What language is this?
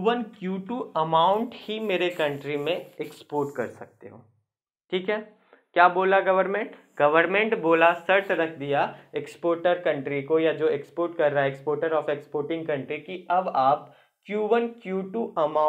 Hindi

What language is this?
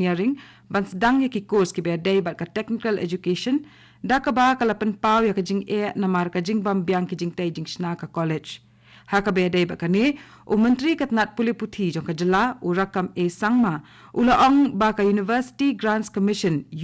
Khasi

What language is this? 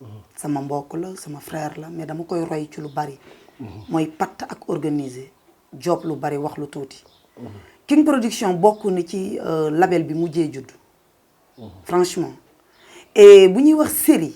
Wolof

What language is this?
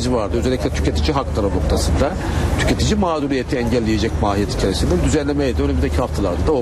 Turkish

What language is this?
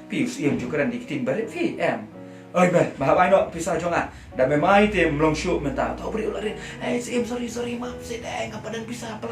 Khasi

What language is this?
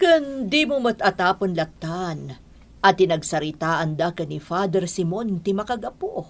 Iloko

